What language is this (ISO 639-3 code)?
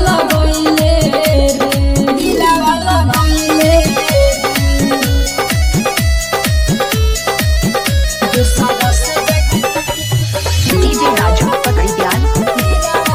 bho